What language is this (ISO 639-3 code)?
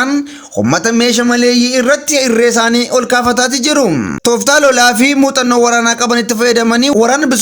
orm